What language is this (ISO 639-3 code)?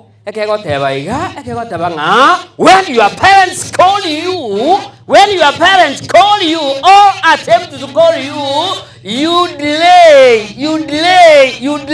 guz